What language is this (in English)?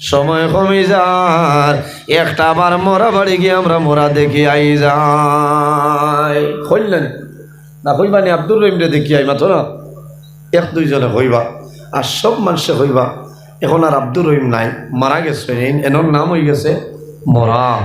Sylheti